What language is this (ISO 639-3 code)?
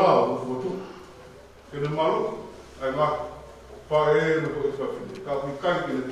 ton